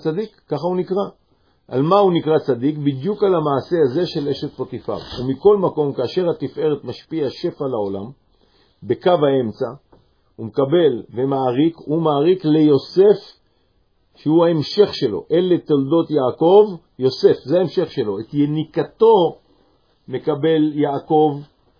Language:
Hebrew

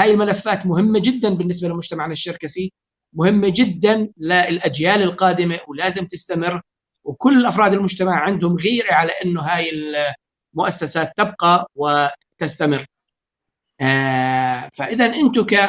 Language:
North Levantine Arabic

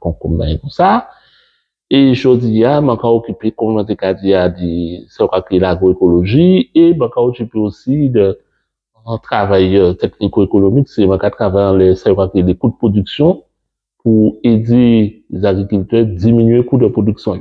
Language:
Guadeloupean Creole French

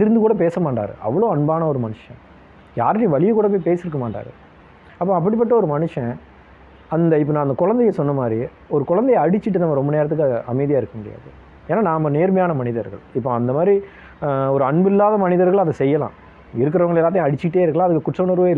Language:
Tamil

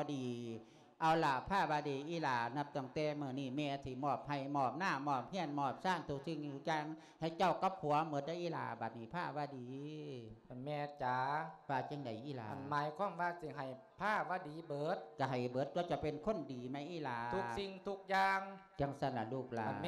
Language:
Lao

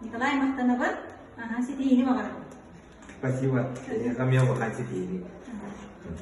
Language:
Yakut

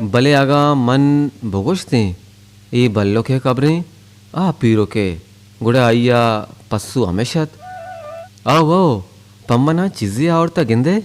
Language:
Baluchi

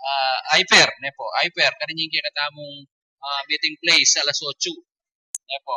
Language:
Pampanga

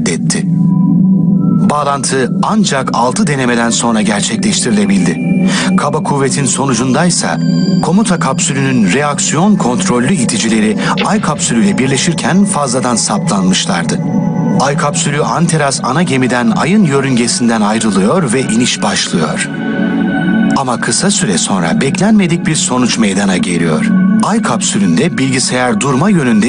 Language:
Turkish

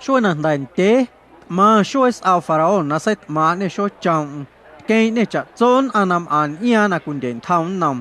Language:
Guerrero Amuzgo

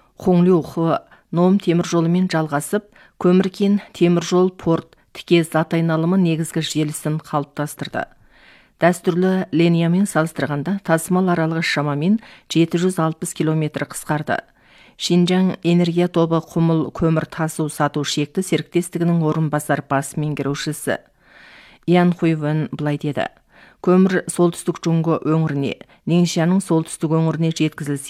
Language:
Kazakh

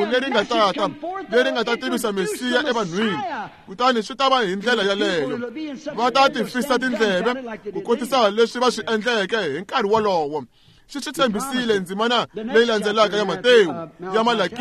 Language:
Tsonga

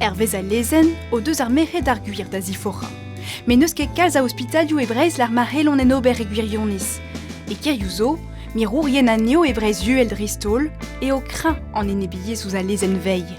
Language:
Breton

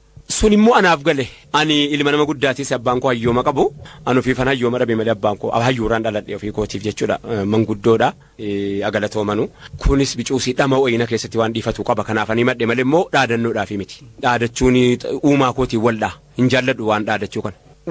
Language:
Oromo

